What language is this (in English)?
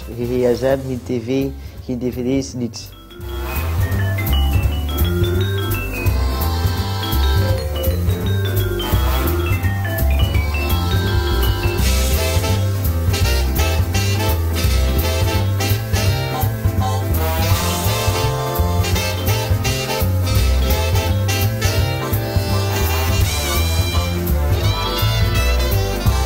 Dutch